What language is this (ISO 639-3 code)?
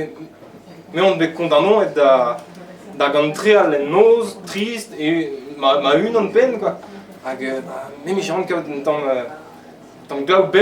bre